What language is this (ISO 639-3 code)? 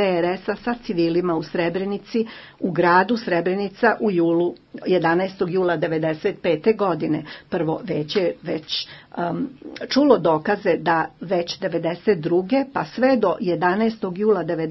bos